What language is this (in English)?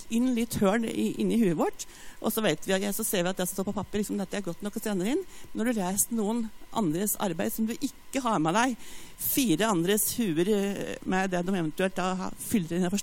Norwegian